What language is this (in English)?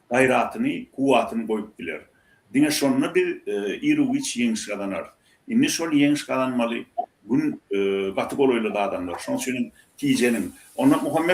Turkmen